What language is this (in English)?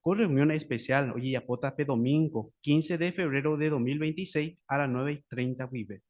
Guarani